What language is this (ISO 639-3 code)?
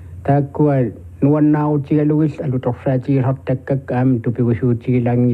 kal